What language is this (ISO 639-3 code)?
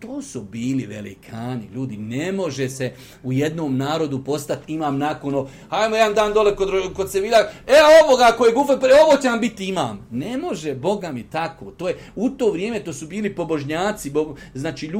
bos